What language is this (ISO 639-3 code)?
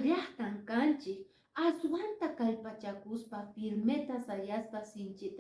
que